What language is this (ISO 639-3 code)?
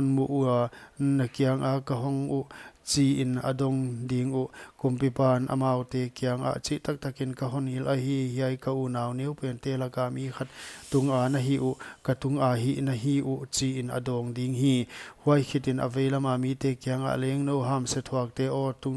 pck